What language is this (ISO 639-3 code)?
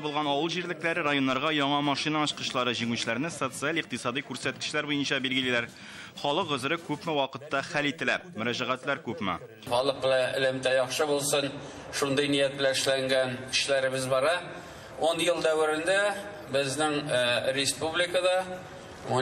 tat